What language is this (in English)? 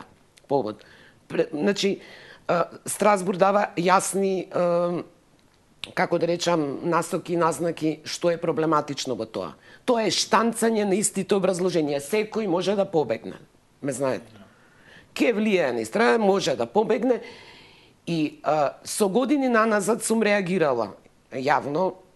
Macedonian